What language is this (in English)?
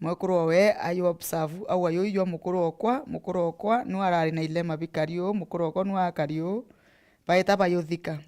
Meru